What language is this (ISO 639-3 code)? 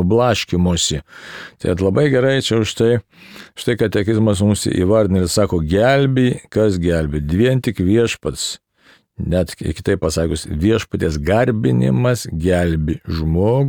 lit